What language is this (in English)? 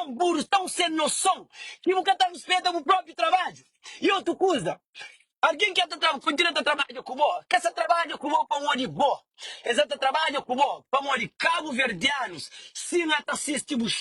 Kabuverdianu